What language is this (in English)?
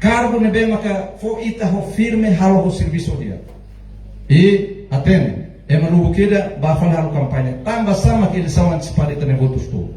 Tetum